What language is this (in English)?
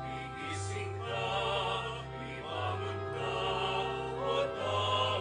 Pampanga